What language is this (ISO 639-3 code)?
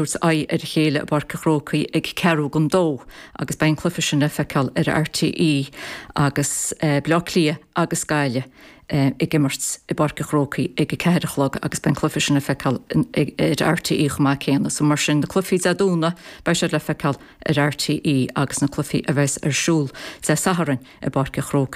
gle